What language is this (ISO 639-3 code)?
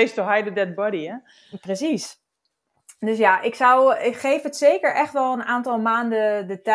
nld